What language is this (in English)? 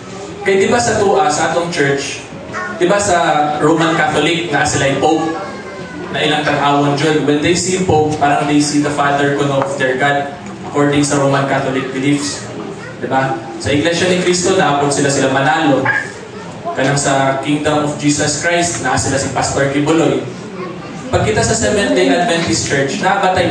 Cebuano